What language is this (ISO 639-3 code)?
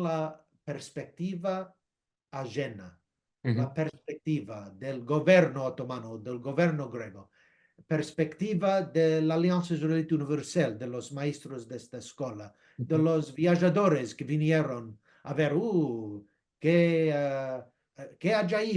lad